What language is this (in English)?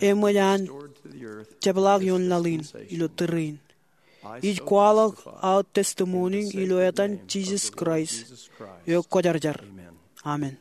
Marshallese